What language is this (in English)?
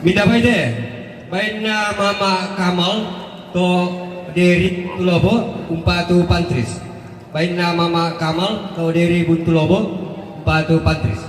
Toraja-Sa'dan